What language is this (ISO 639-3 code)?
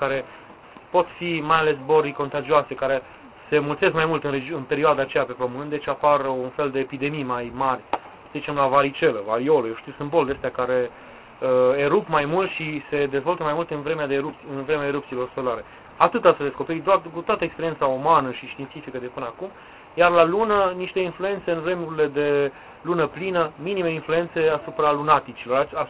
ron